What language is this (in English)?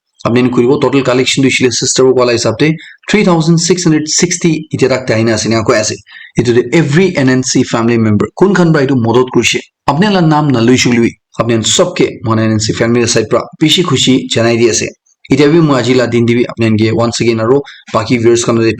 Naga Pidgin